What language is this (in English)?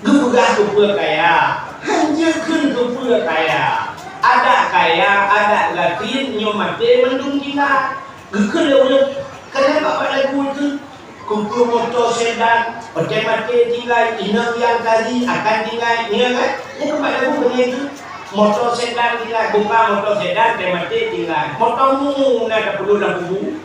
Achinese